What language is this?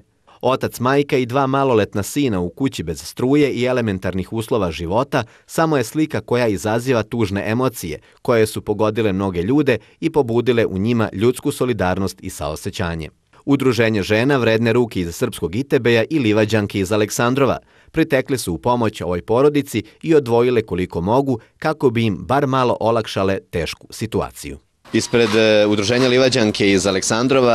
Serbian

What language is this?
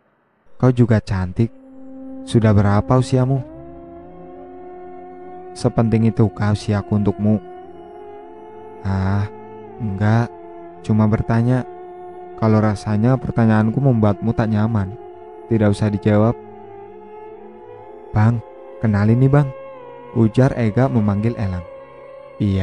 Indonesian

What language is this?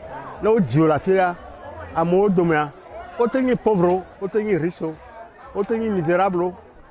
Ewe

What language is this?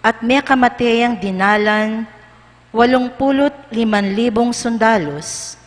Pampanga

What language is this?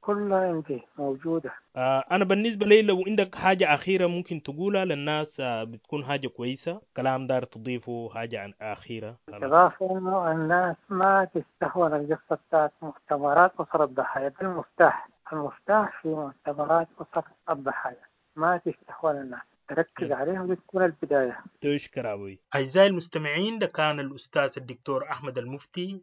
Sudanese Arabic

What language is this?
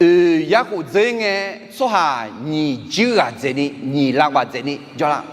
Akha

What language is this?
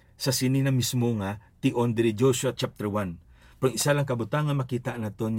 Hiligaynon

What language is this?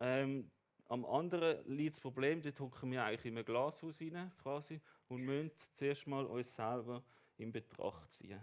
Swiss German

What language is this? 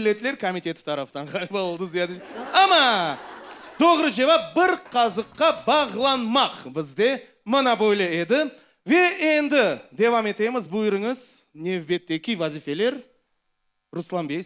Crimean Tatar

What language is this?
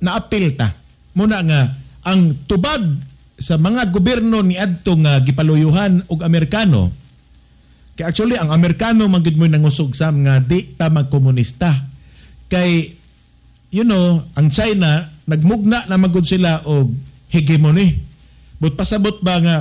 Cebuano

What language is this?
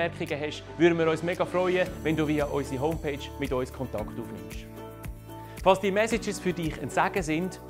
Swiss German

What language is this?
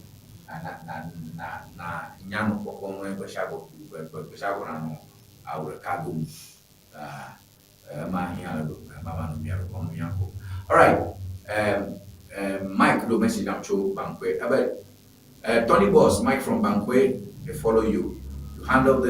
Ewe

